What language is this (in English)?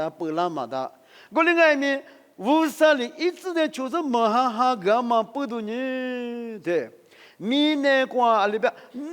Lisu